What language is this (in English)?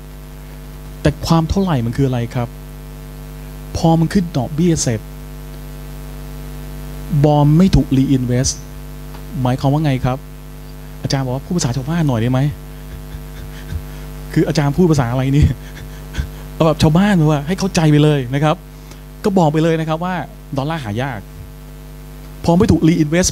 Thai